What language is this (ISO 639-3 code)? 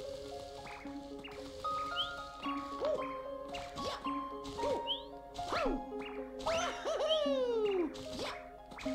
ita